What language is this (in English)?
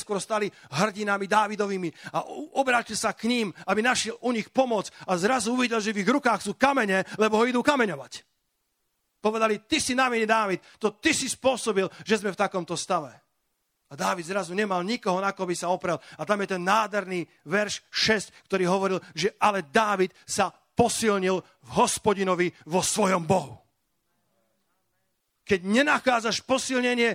Slovak